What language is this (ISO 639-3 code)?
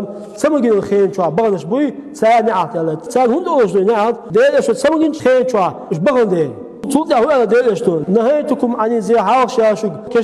che